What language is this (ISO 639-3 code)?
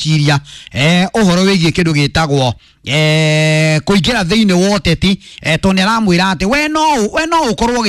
kik